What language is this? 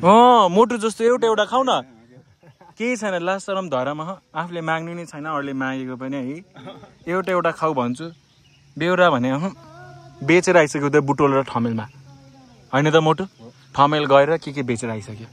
Nepali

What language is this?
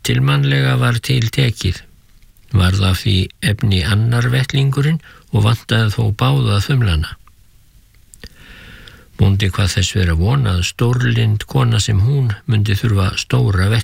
Icelandic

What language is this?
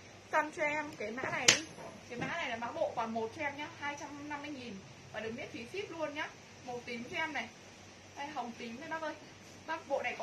Vietnamese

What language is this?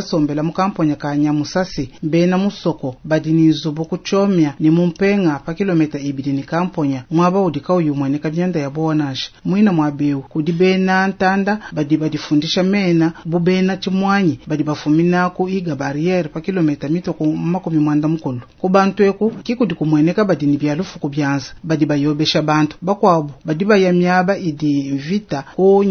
Luba-Lulua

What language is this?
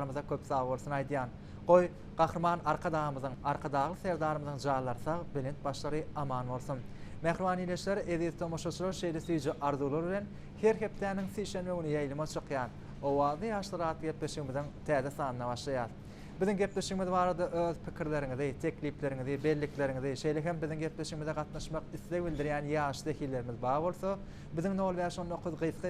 Turkmen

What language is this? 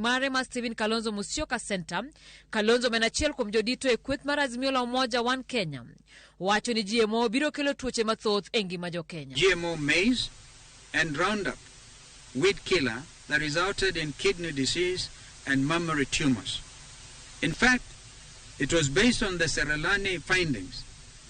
Luo (Kenya and Tanzania)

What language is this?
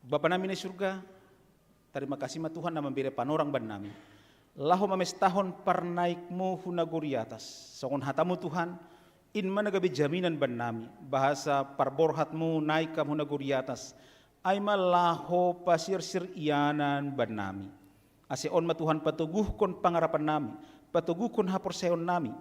Batak Simalungun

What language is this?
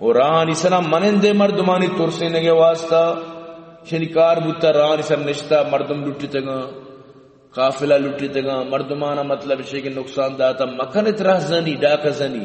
Eastern Balochi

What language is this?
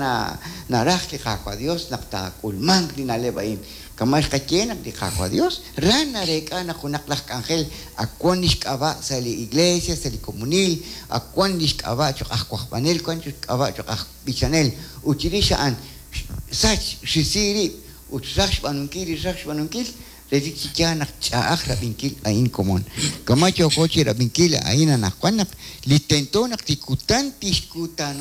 Kekchí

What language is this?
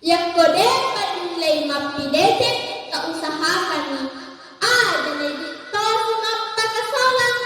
Buginese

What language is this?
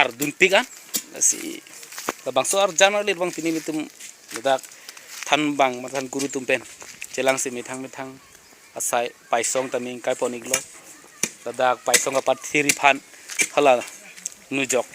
Karbi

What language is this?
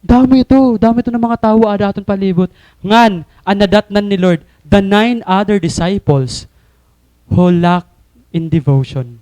Waray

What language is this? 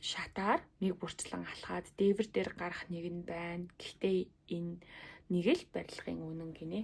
Mongolian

